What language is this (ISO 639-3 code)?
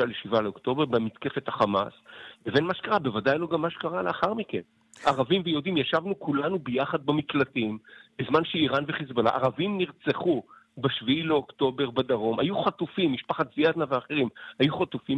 heb